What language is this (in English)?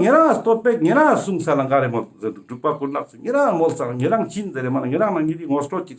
Ladakhi